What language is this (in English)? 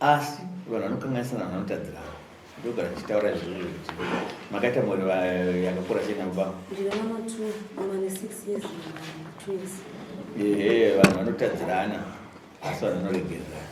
Shona